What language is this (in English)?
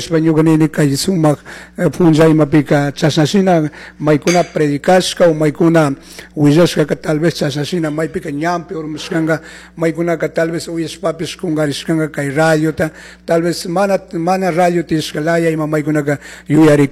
Chimborazo Highland Quichua